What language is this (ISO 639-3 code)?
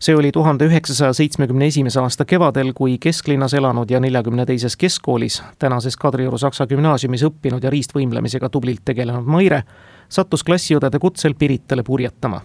est